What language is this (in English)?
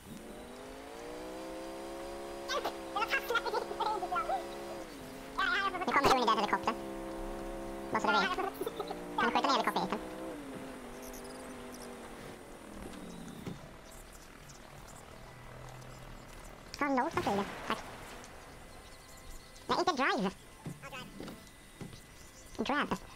Swedish